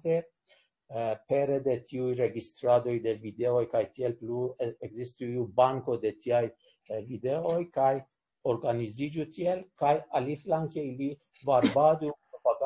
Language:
Esperanto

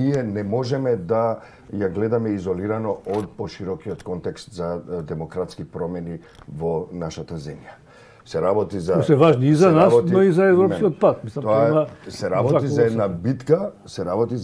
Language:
Macedonian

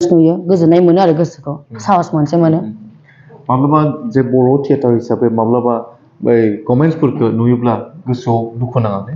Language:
Bodo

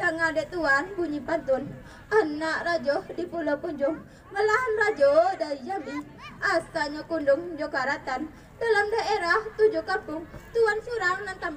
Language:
Minangkabau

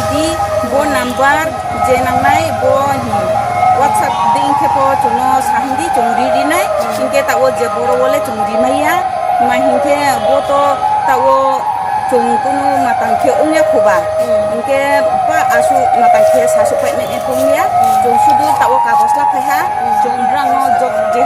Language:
Riang (India)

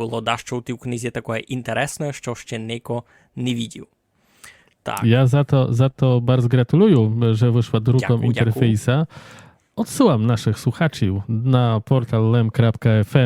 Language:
Rusyn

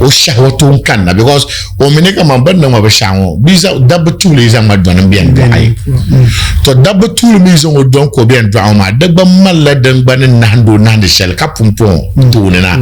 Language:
Dagbani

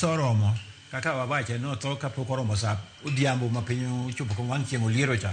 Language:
Luo (Kenya and Tanzania)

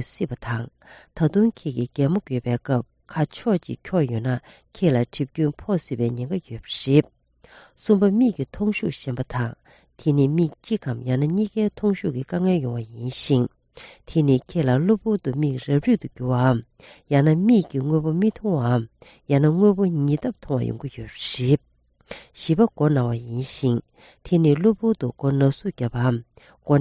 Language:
Tibetan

